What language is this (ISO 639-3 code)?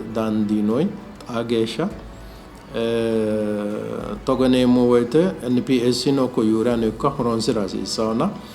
sid